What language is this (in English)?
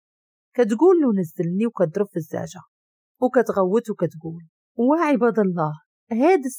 Moroccan Arabic